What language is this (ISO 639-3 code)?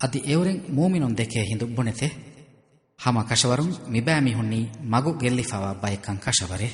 div